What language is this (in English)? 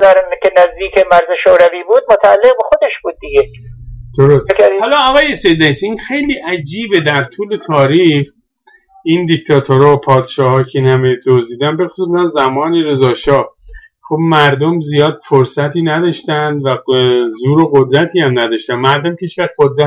Persian